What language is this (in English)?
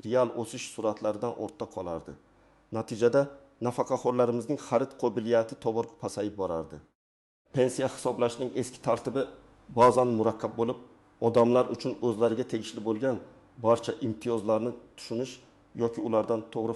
Uzbek